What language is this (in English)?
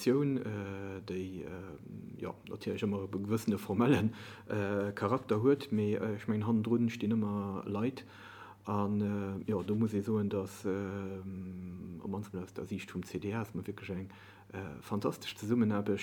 Luxembourgish